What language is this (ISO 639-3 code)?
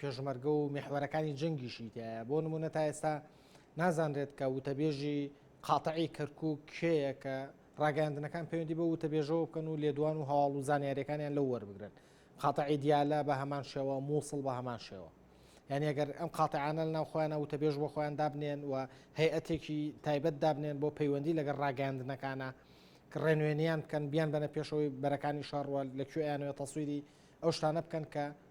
ckb